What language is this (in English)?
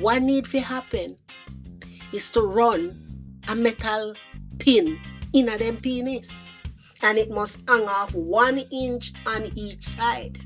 Jamaican Creole English